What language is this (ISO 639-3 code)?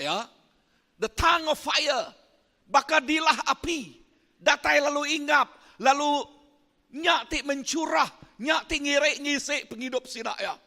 iba